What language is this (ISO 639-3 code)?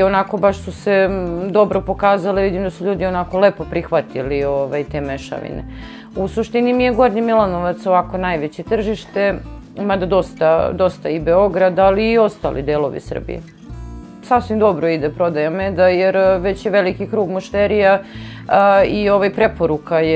srp